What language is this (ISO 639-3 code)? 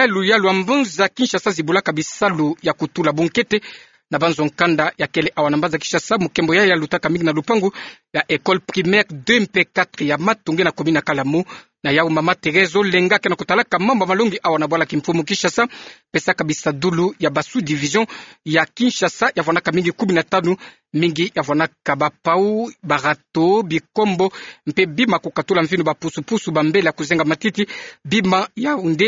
ktu